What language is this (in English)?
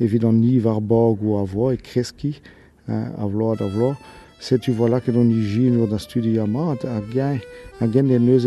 Breton